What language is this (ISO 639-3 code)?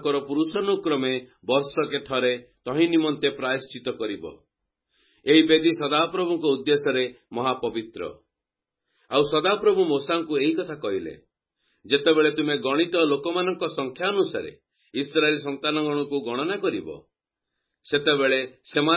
ori